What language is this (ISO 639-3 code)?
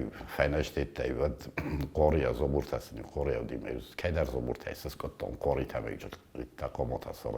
oss